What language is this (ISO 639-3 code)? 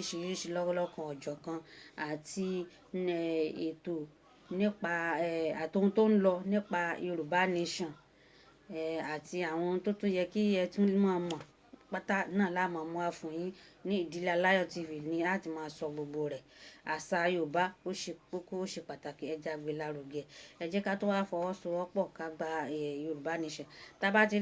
yor